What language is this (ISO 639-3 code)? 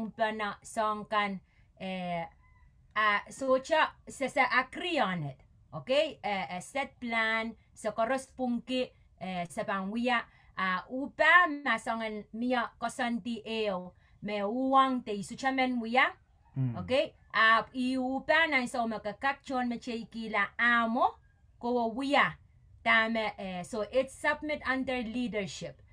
pon